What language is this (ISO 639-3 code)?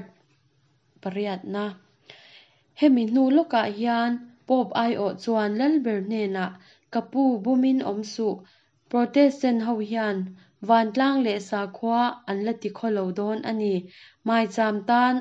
lus